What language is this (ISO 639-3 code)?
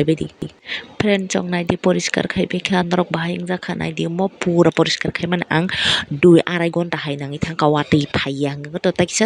trp